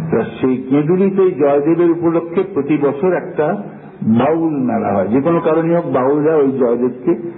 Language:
Bangla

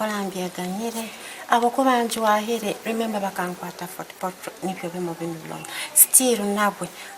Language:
Nyankole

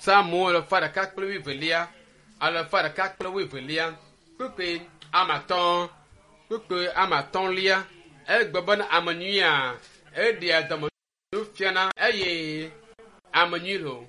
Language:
Ewe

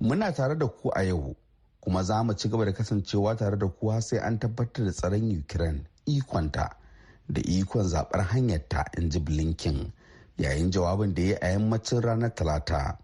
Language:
Hausa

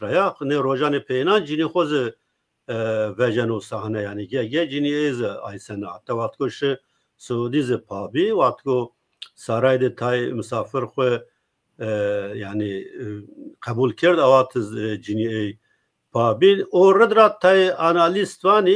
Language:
Zaza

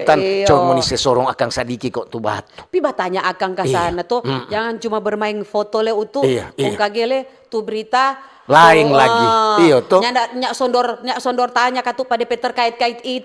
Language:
Manado Malay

